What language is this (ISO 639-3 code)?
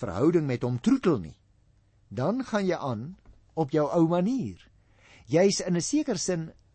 afr